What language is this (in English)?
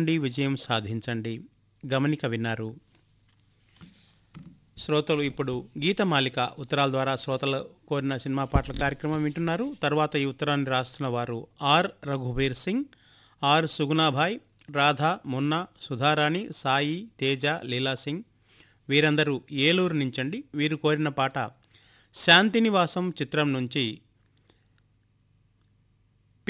Telugu